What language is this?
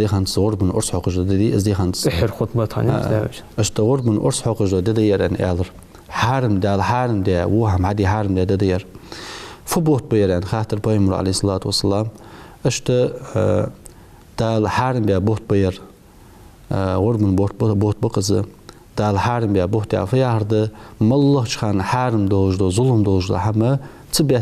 Ingush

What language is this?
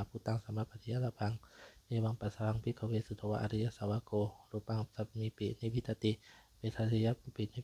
Pali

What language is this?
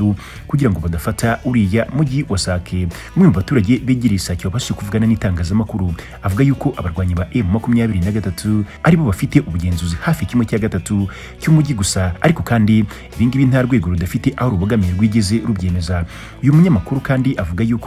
Kinyarwanda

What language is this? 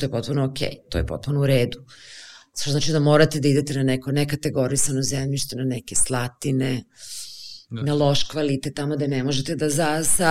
Serbian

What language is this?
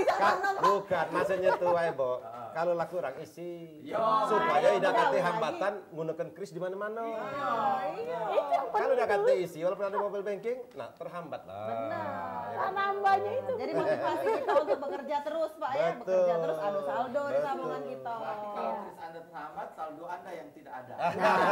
Musi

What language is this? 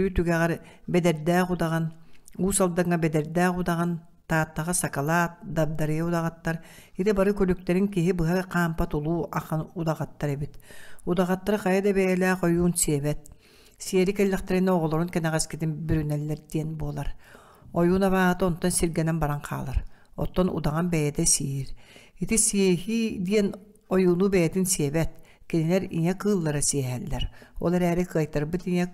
Yakut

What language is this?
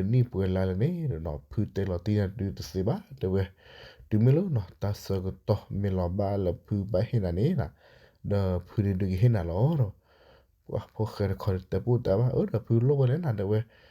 S'gaw Karen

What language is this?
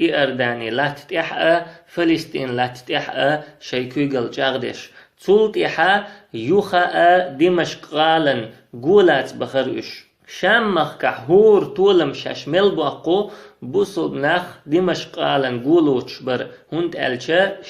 Chechen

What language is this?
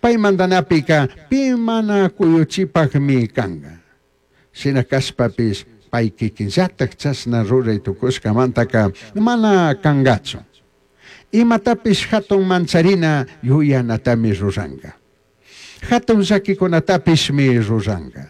Chimborazo Highland Quichua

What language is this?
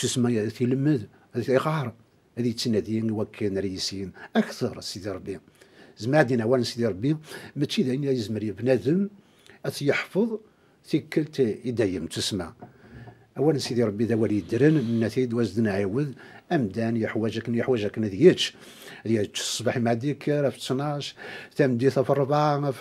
Kabyle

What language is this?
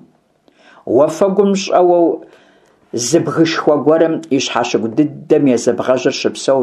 Kabardian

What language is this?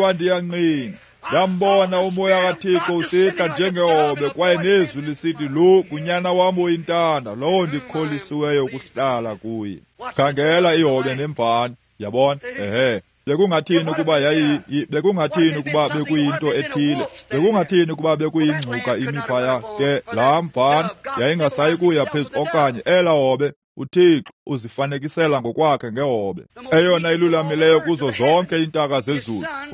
Xhosa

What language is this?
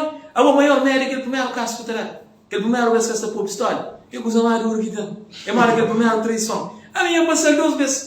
Kabuverdianu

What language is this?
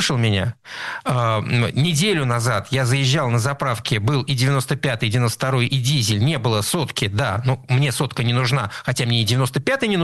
Russian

